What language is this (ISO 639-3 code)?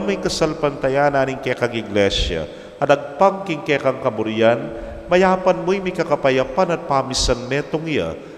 pam